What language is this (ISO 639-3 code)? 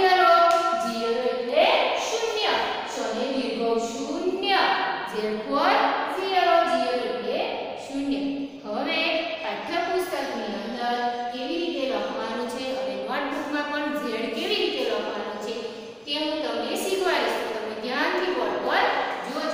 guj